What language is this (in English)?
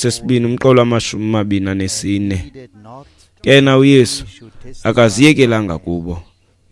Xhosa